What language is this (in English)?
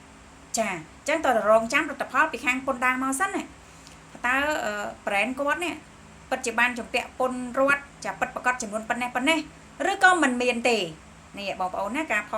Khmer